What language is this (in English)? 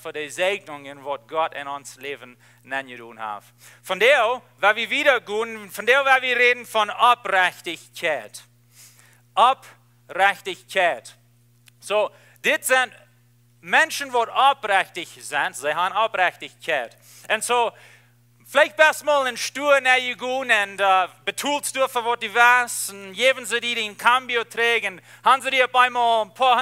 Plautdietsch